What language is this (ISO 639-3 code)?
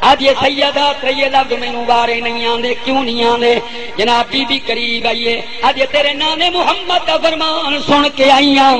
skr